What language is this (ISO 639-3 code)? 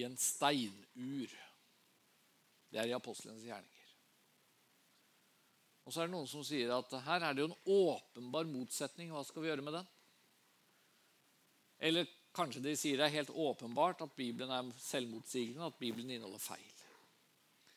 nor